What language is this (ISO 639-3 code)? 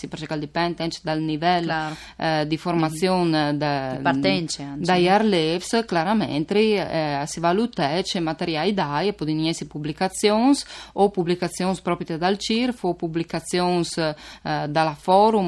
fur